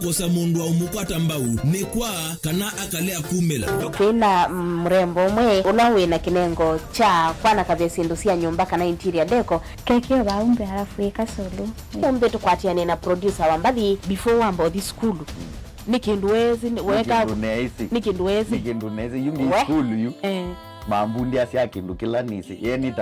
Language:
Kamba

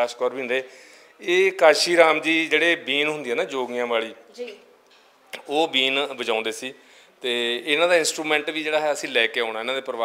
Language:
Punjabi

